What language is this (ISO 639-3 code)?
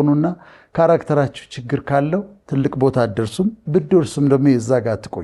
amh